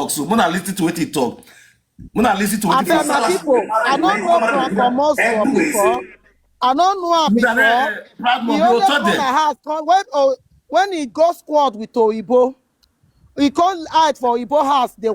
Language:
Nigerian Pidgin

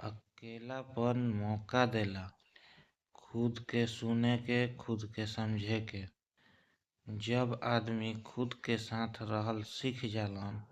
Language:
Bhojpuri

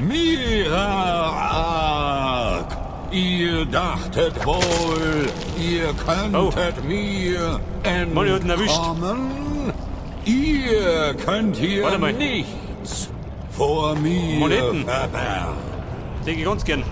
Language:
Bavarian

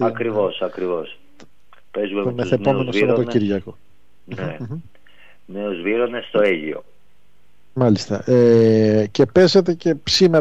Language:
Greek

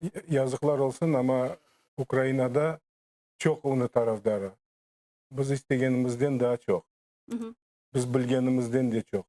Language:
Crimean Tatar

